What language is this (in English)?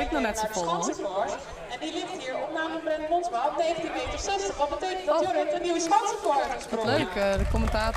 Western Frisian